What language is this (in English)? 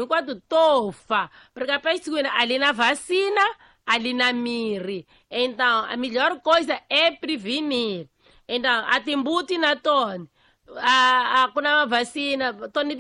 Tsonga